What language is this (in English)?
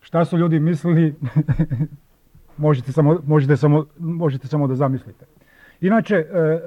Serbian